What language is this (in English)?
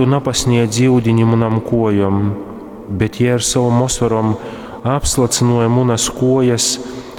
Latgalian